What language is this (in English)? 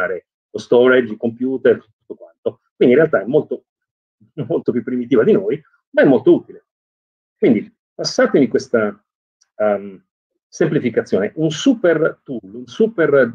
Italian